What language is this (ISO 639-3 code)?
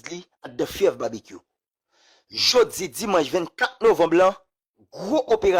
hat